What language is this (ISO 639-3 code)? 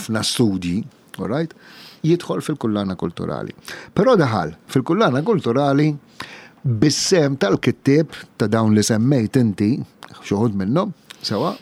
mlt